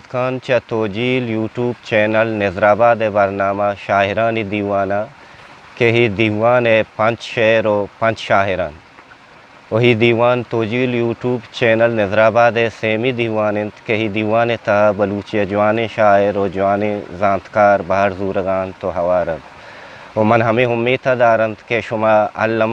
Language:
Eastern Balochi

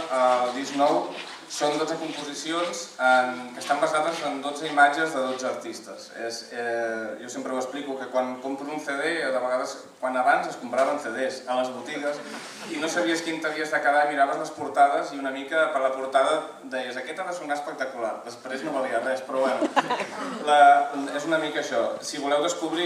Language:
Catalan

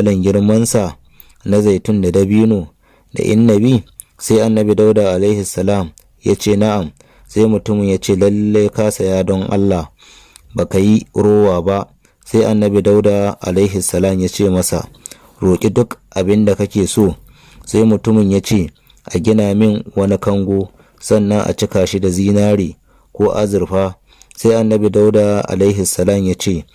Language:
Hausa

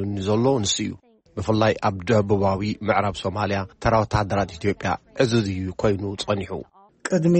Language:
Tigrinya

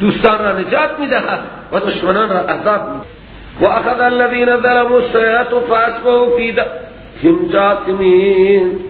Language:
Persian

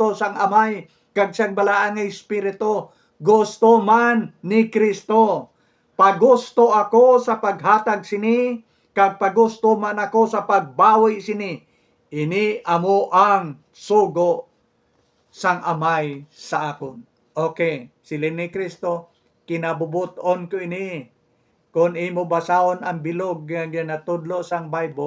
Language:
Hiligaynon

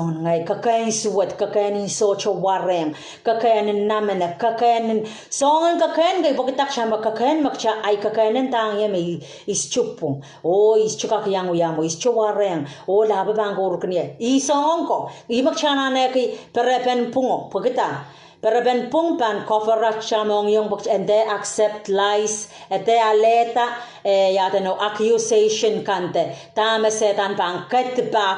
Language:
Pohnpeian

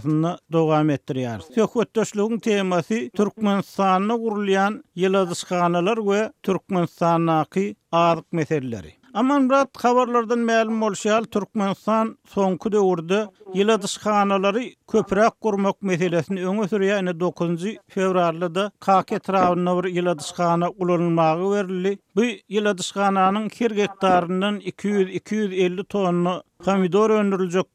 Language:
Turkmen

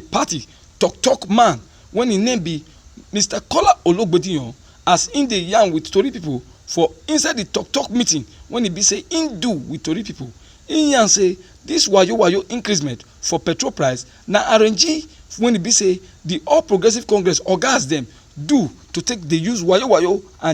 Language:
Nigerian Pidgin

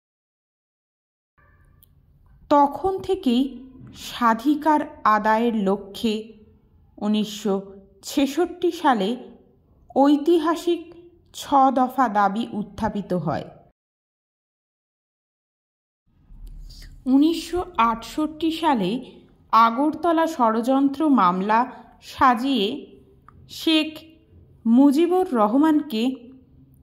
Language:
Bangla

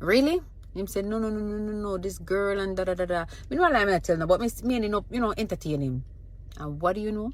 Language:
Jamaican Creole English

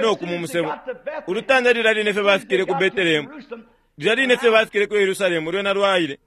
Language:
Bemba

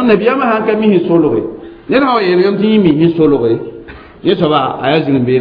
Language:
Mossi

